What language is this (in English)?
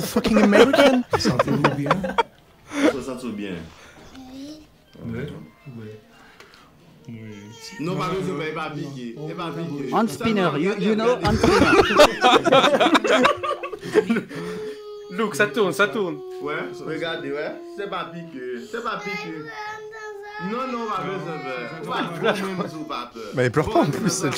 French